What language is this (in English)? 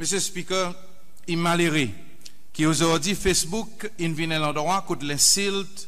Seselwa Creole French